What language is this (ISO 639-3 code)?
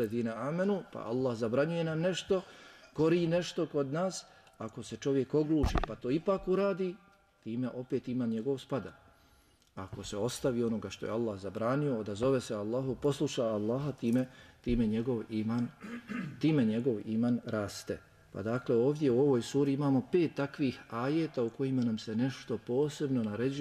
bos